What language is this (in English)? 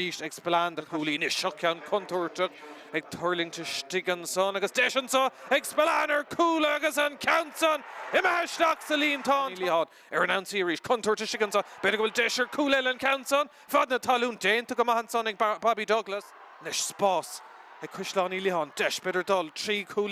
Irish